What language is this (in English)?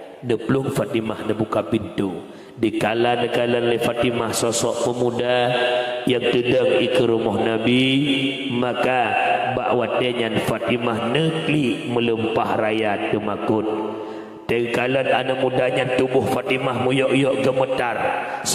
Achinese